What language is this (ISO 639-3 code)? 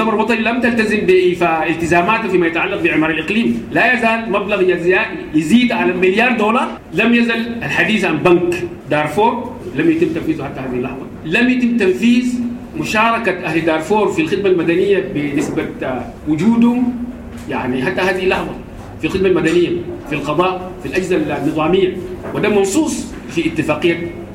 apd